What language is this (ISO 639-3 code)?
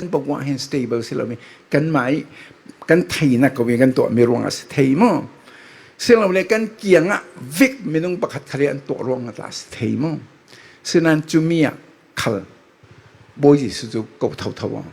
cfm